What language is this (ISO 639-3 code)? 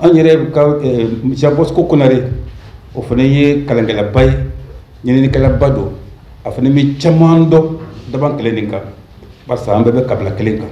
bam